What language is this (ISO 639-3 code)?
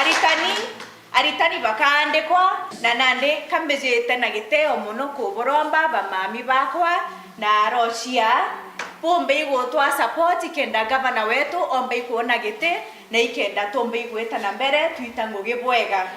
mer